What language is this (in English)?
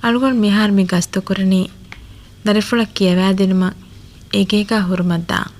Divehi